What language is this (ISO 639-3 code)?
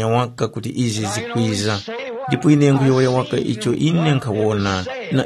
tum